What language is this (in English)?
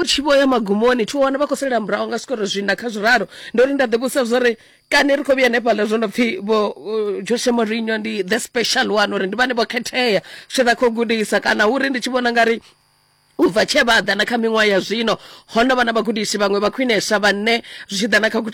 Venda